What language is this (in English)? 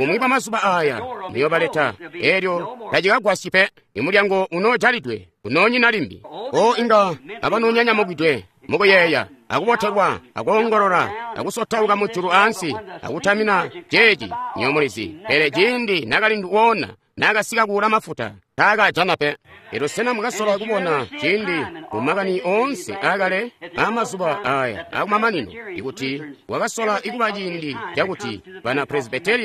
Tonga (Zambia)